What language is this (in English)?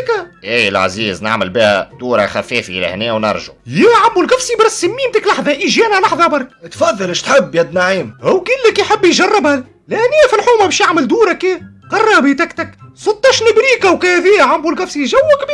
Tunisian Arabic